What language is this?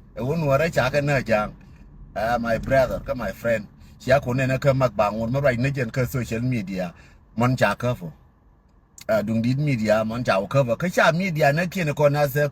Nuer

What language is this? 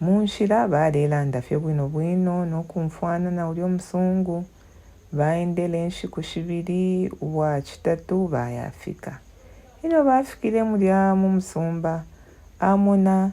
Bemba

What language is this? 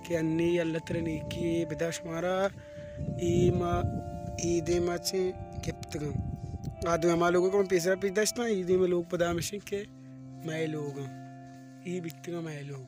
Baluchi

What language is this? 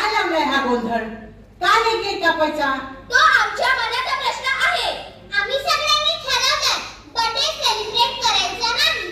Marathi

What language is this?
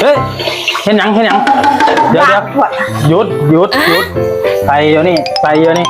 Lao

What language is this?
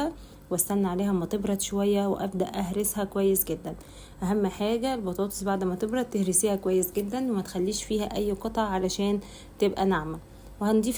Egyptian Arabic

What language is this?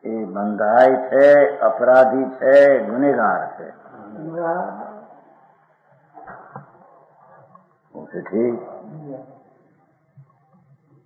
Gujarati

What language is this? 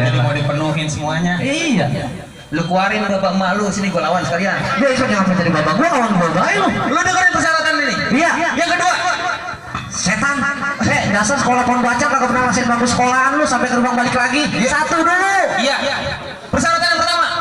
Betawi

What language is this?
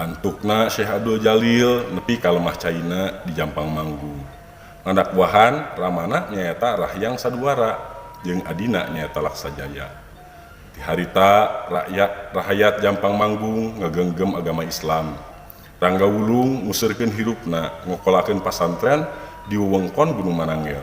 Sundanese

